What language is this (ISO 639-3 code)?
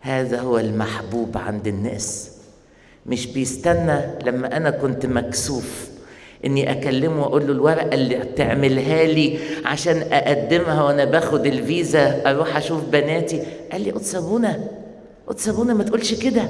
arz